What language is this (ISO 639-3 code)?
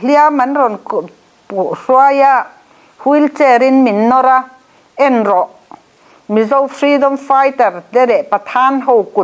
lus